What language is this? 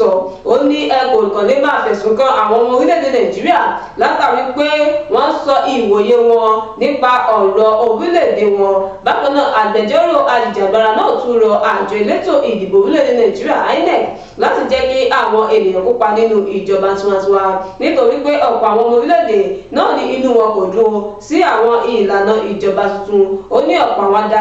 Yoruba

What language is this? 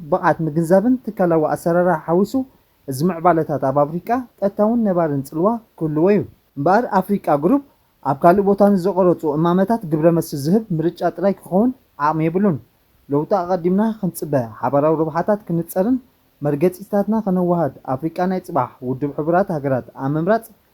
Tigrinya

